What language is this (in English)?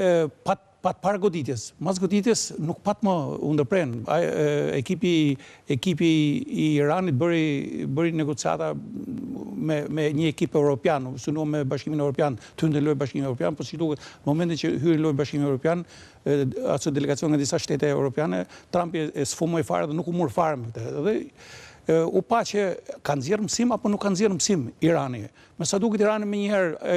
Albanian